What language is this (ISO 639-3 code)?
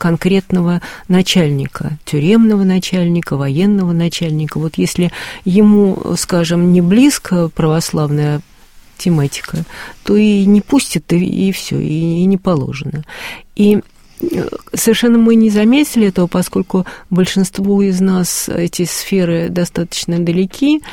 rus